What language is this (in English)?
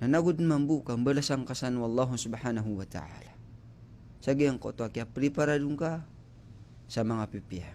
Maranao